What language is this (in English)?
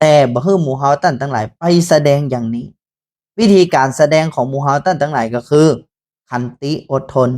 Northern Thai